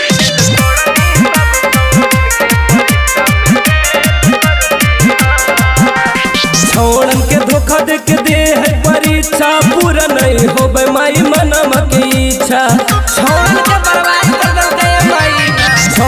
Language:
Bhojpuri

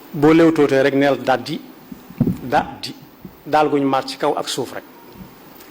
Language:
Wolof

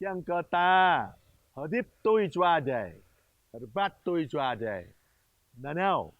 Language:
Jarai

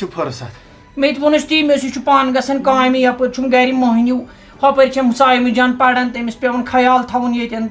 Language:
Kashmiri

